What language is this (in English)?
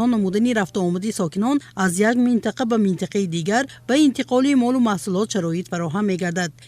Tajik